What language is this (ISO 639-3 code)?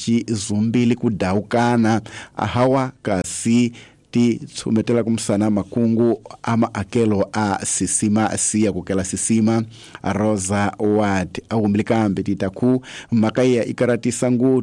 tso